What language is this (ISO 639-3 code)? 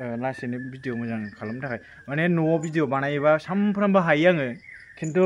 brx